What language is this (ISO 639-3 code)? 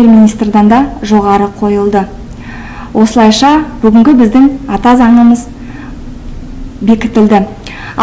kaz